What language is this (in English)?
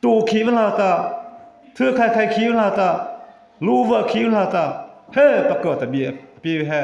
Mara Chin